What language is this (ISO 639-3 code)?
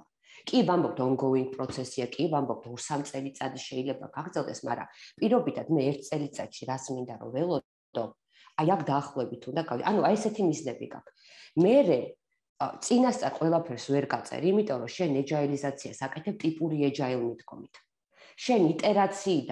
kat